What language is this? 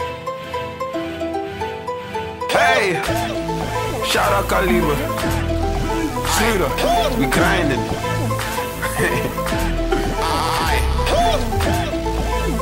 Dutch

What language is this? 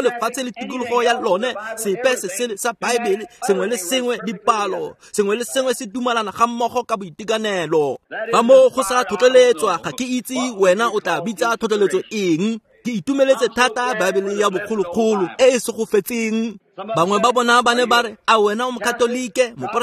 Tswana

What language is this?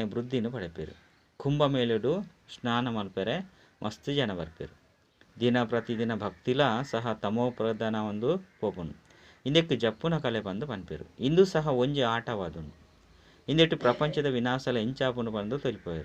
Tulu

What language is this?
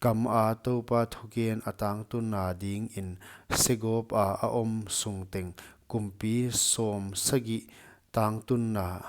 Paite Chin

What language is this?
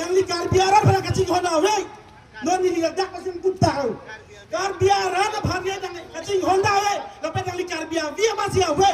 Karbi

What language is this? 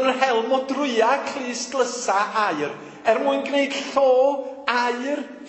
Welsh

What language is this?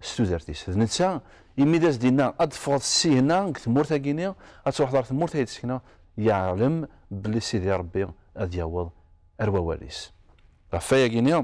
Kabyle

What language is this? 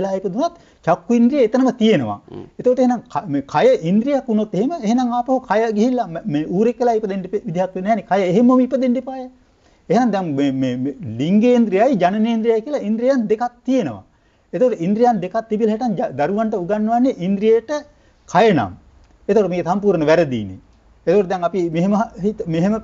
Sinhala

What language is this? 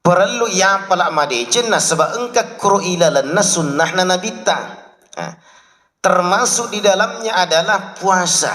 Buginese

